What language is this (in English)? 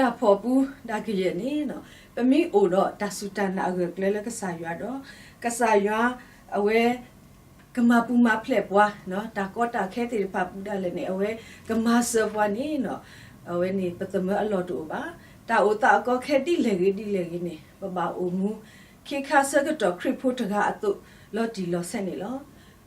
S'gaw Karen